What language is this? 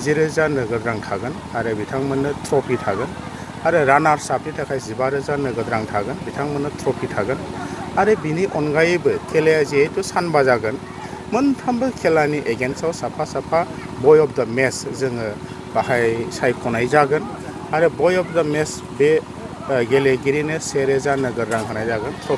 Bodo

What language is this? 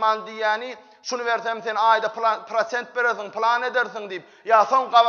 Turkmen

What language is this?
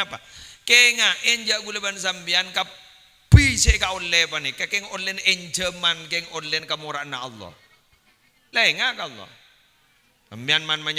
Madurese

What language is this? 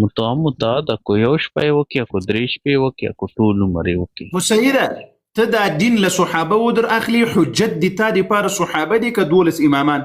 Pashto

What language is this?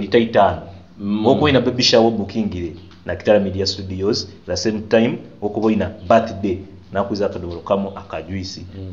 Nyoro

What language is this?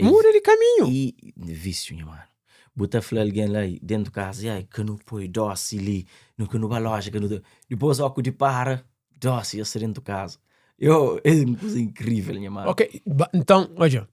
Kabuverdianu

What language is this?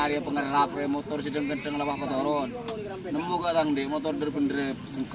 Madurese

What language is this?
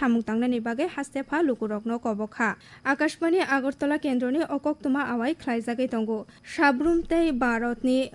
Kok Borok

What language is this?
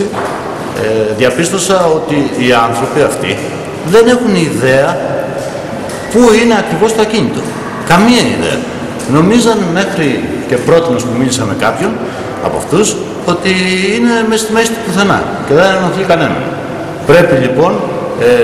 Greek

